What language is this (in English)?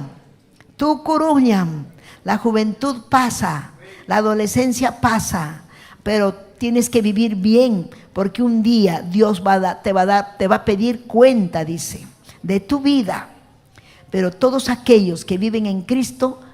Ayacucho Quechua